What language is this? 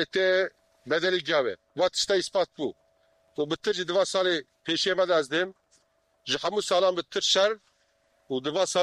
Kurdish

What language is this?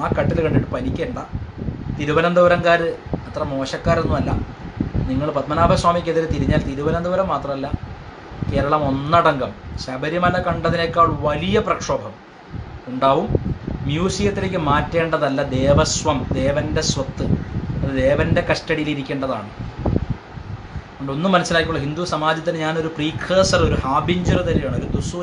Malayalam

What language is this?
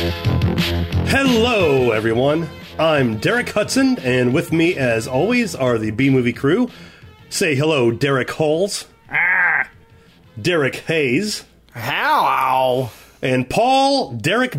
English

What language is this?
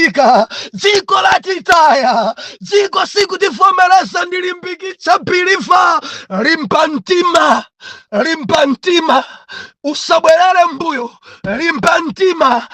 Nyanja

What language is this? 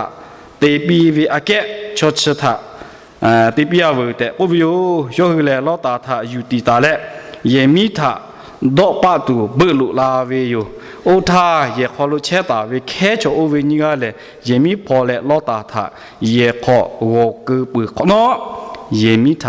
Lahu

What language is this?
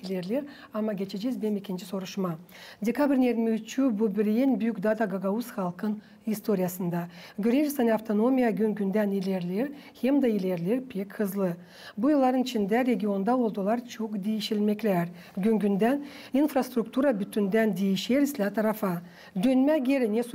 Gagauz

